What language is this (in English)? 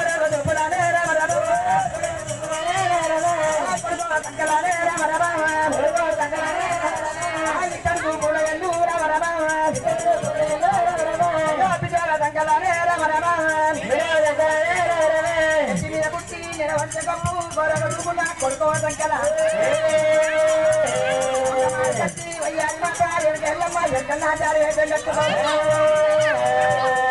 Telugu